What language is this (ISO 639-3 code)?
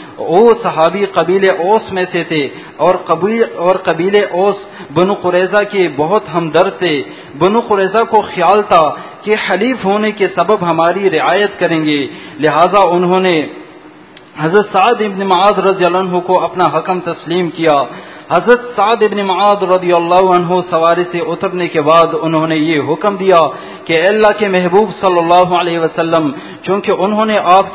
urd